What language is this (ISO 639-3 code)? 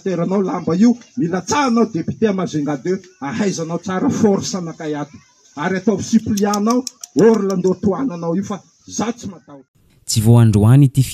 mlg